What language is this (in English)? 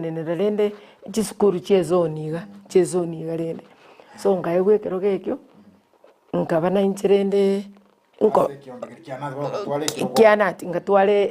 Gusii